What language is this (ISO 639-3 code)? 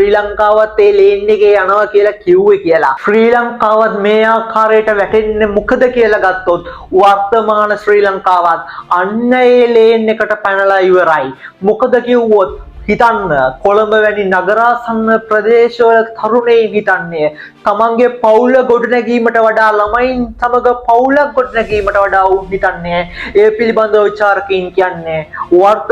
sin